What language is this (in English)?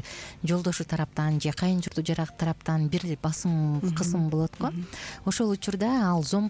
Kyrgyz